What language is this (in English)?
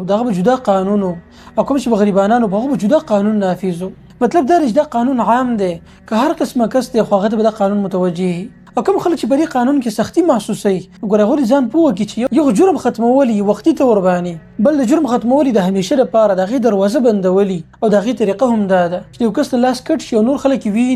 Pashto